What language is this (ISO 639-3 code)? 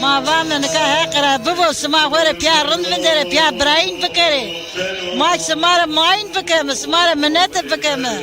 zza